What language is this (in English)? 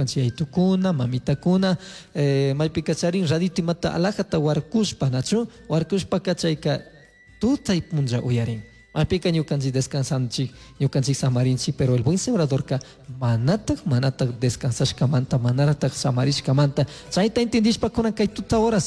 Chimborazo Highland Quichua